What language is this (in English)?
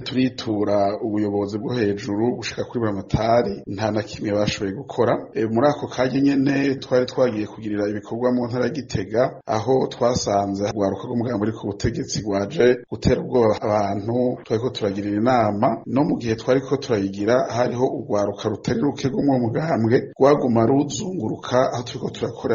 Rundi